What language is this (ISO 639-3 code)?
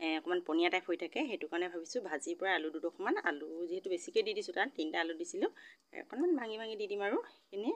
asm